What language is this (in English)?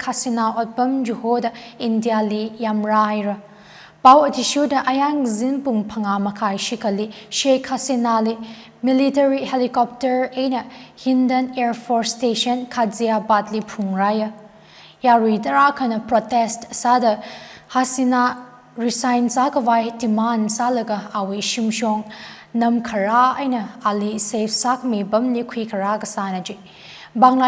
Tangkhul Naga (India)